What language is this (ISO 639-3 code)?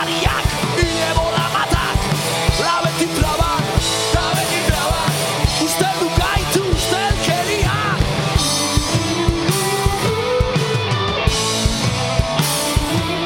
eus